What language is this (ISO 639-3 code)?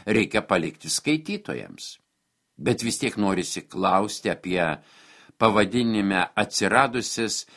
lit